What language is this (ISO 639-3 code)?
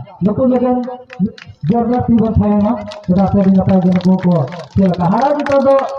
sat